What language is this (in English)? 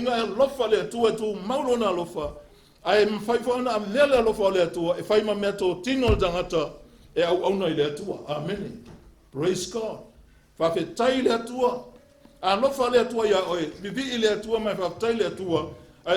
Samoan